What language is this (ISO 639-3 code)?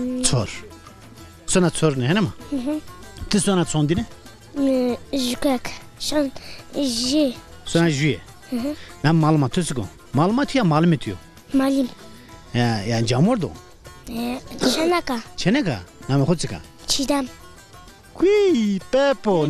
zza